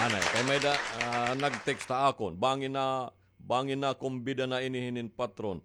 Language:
Waray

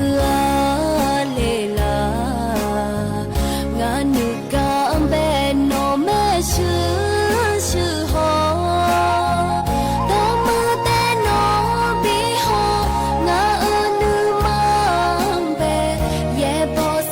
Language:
Akha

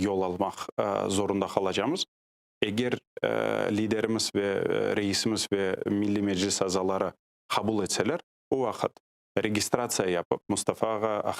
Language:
Crimean Tatar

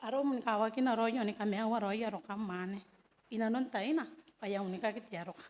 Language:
Gilbertese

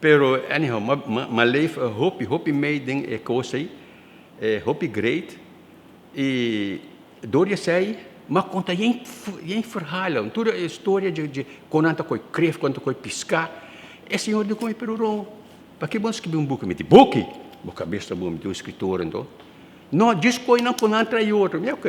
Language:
Papiamento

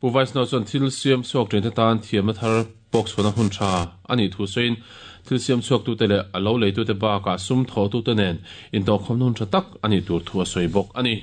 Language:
Mizo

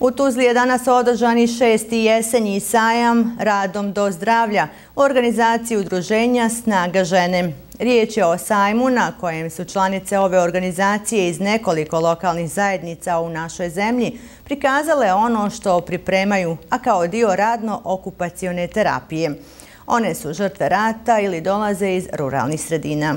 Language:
Bosnian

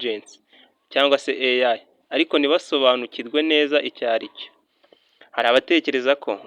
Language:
Kinyarwanda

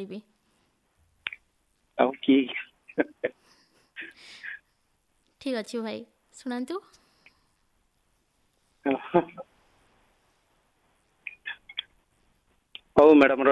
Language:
Odia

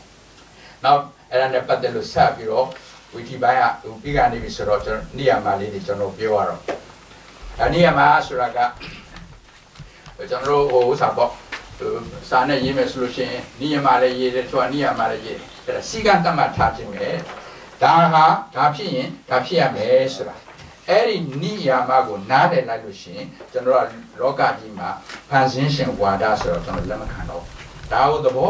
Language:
Burmese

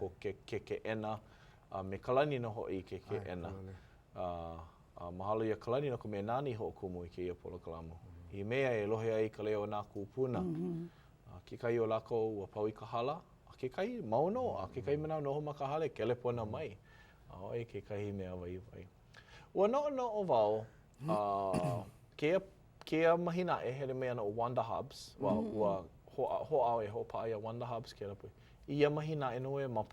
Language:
Hawaiian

